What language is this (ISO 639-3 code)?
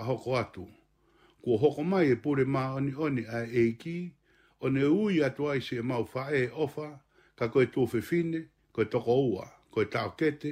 ton